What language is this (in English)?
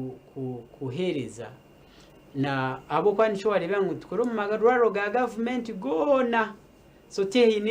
Nyankole